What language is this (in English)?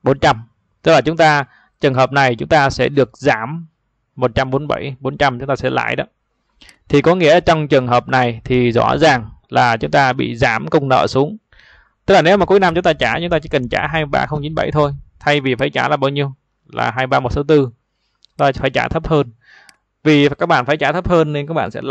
Vietnamese